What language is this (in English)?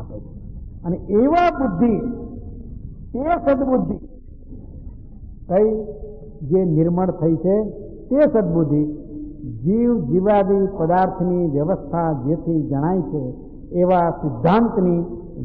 Gujarati